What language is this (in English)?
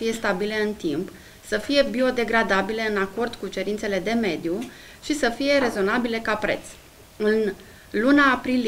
Romanian